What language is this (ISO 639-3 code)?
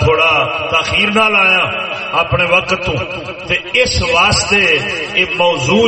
skr